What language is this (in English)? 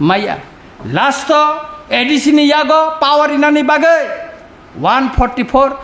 Kok Borok